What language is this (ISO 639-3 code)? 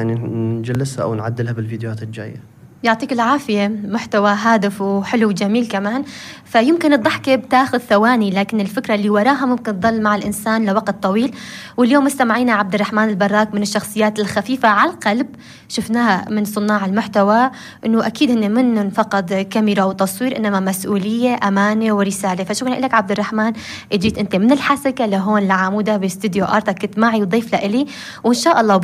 apc